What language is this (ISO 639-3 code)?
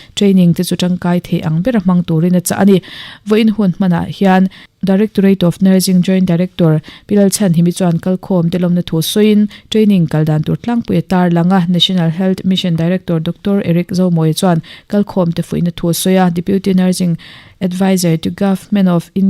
lus